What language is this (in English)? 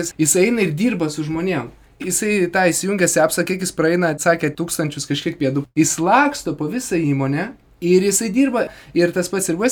Lithuanian